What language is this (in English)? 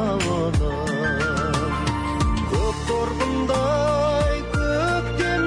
Kazakh